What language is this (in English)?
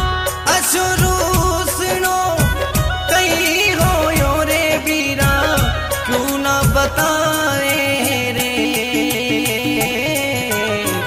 Hindi